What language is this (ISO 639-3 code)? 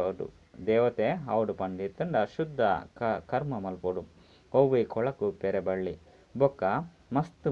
tcy